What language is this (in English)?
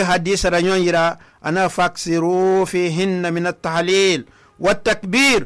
Susu